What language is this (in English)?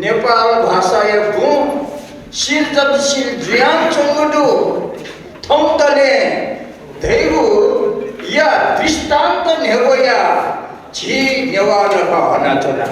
Newari